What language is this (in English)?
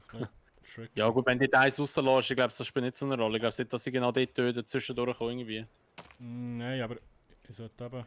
Swiss German